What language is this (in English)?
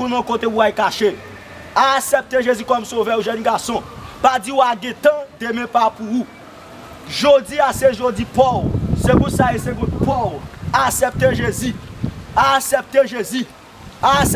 Haitian Creole